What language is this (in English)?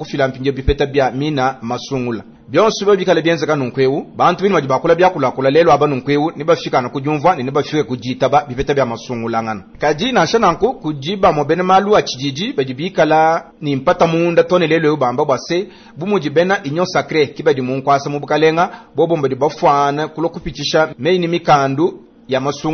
Luba-Lulua